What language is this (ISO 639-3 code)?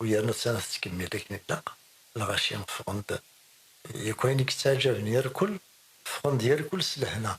kab